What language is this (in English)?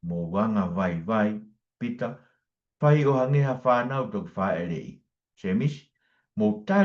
Tongan